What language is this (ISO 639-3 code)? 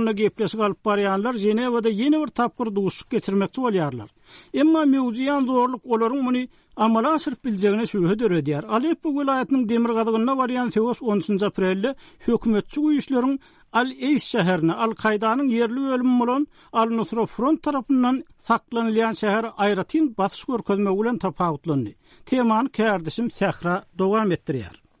tuk